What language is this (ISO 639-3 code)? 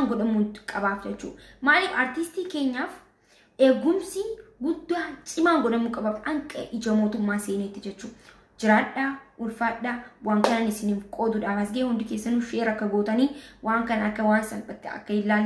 orm